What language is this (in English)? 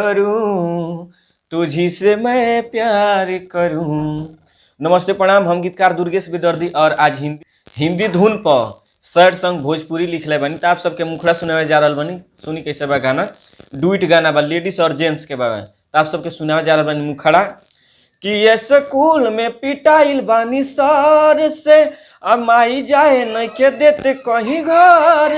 Bhojpuri